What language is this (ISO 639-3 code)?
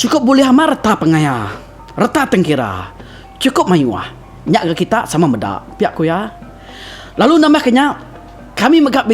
iba